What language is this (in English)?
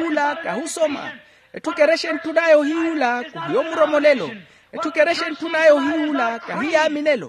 Makhuwa